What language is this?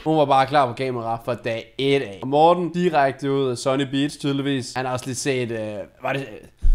Danish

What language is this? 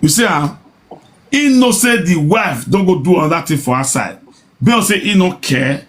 Nigerian Pidgin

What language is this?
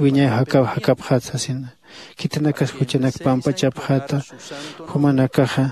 Aymara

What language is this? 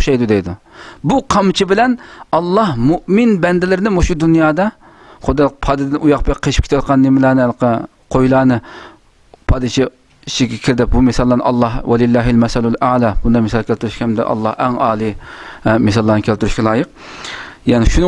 Uyghur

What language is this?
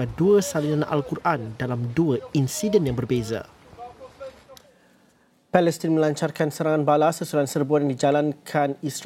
Malay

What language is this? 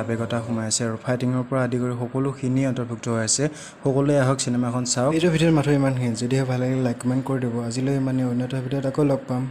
Assamese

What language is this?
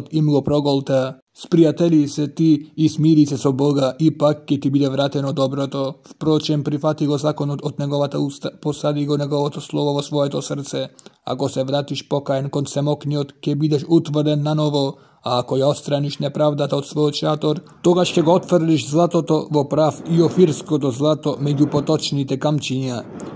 Macedonian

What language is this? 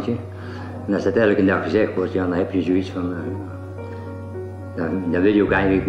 Dutch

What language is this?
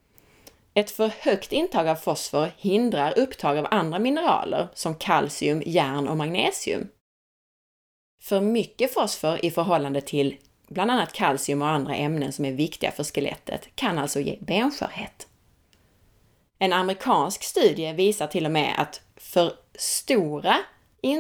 Swedish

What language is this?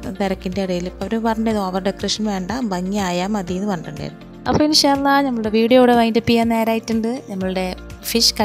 Malayalam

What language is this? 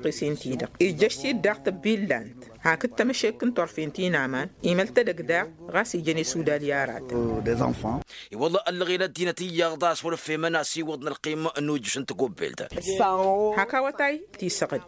Tamasheq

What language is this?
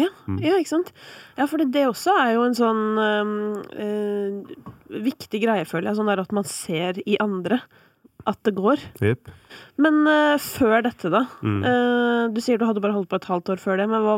Norwegian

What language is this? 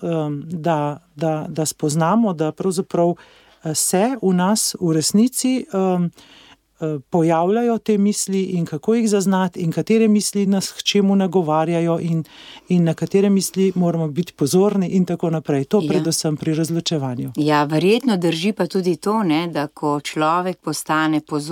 Slovenian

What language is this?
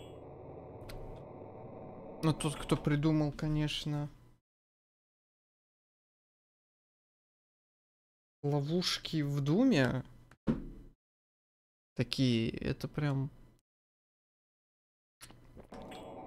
Russian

